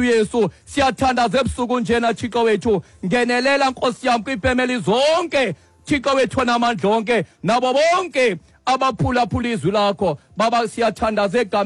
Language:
Xhosa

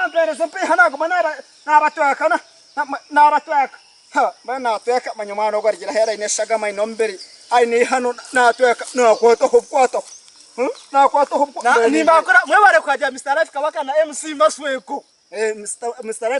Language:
Nyankole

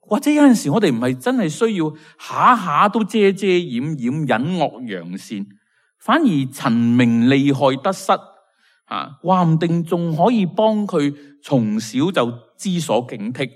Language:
Cantonese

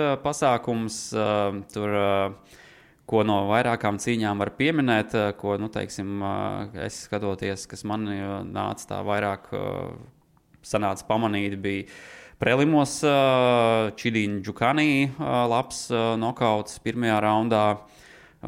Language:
Latvian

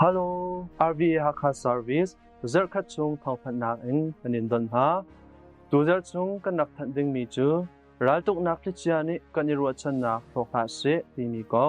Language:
Hakha Chin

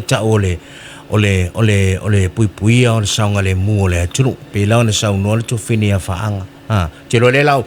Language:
Samoan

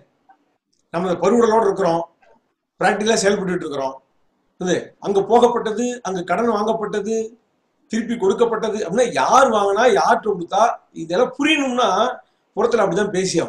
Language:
Tamil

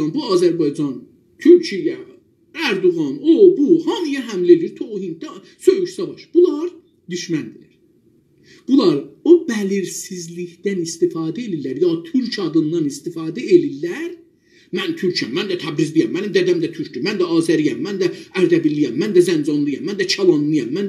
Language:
South Azerbaijani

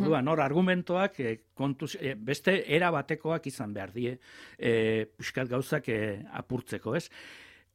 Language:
Basque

